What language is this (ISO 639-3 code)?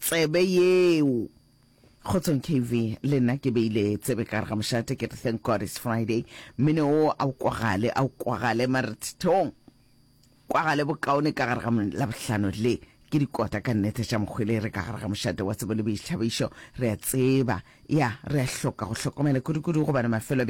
nso